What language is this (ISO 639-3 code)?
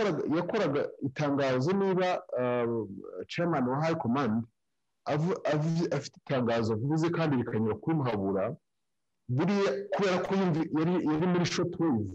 kin